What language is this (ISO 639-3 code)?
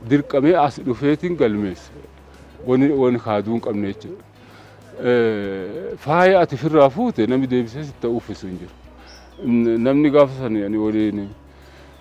orm